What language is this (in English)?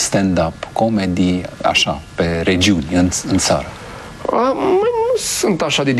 Romanian